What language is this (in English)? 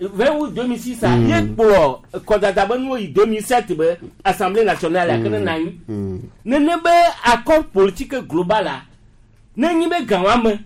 Gen